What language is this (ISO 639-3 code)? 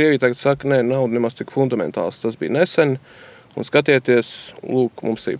lav